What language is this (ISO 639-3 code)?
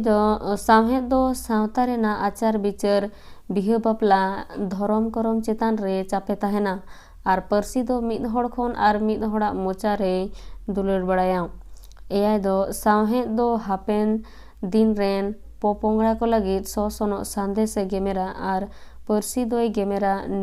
sat